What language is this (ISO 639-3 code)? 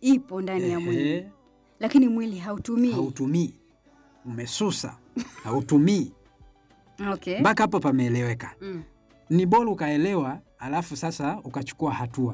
swa